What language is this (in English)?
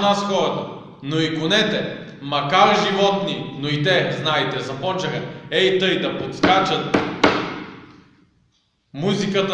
Bulgarian